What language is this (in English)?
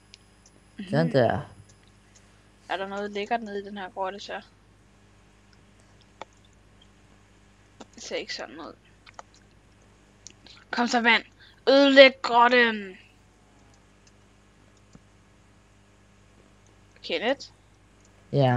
Danish